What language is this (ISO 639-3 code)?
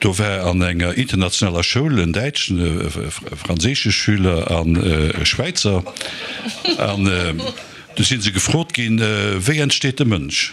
ltz